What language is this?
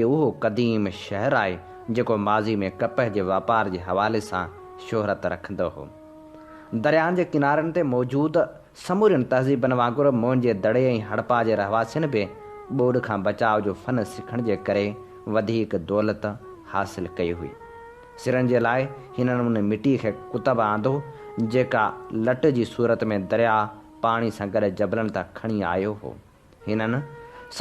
Sindhi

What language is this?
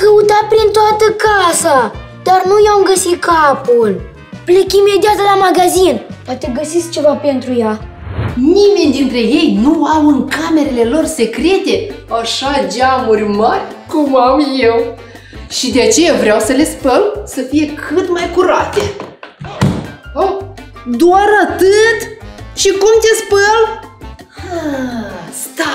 Romanian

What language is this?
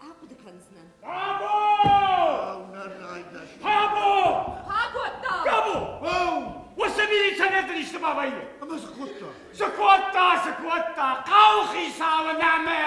Ossetic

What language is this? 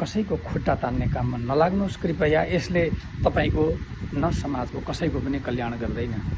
Nepali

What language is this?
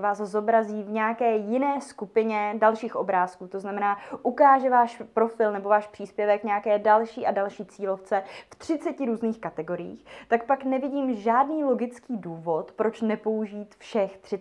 Czech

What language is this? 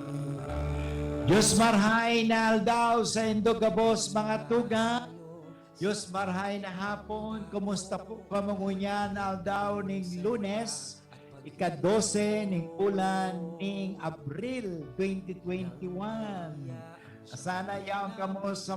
Bikol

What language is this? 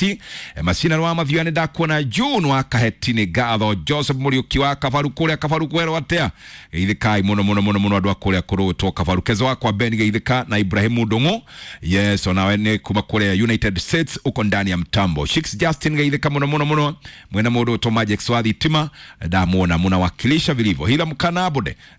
Kikuyu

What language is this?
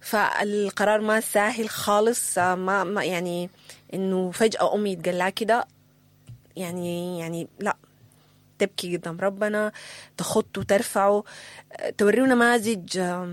Sudanese Arabic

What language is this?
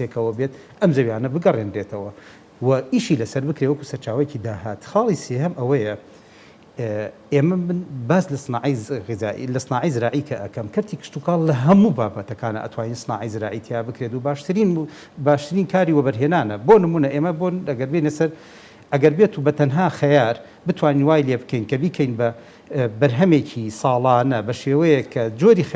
Central Kurdish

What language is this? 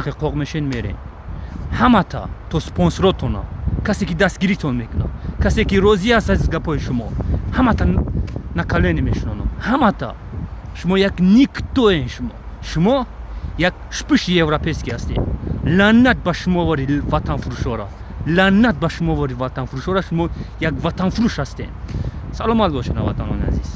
Tajik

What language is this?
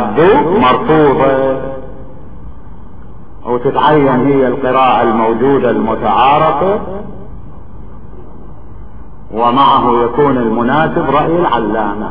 Arabic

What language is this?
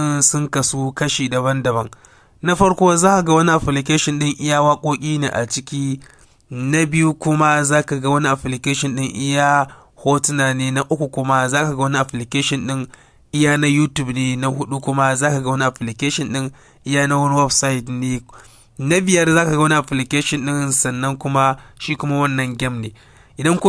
Hausa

